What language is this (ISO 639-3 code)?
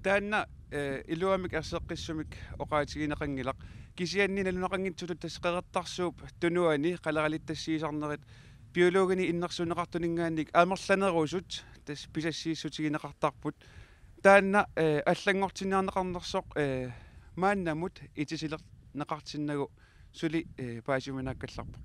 kal